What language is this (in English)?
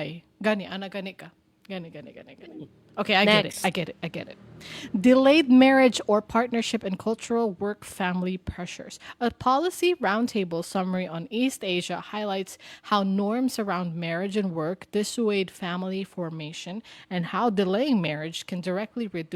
Cebuano